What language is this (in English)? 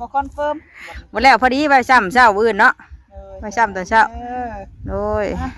Northeastern Thai